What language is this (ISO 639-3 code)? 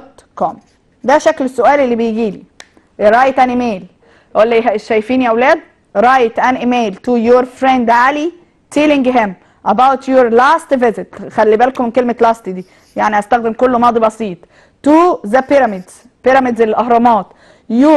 arz